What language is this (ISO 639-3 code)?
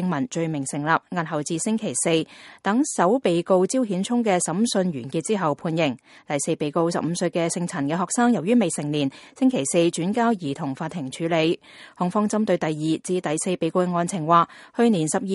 yue